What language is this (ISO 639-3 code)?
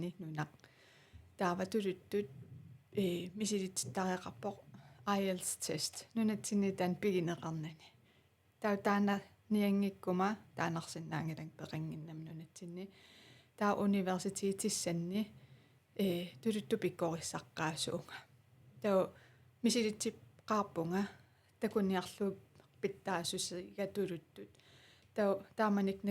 kal